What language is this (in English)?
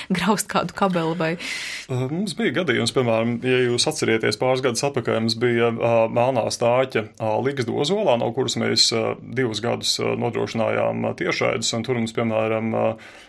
Latvian